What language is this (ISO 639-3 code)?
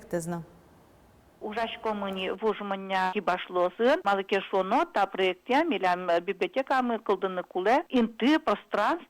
udm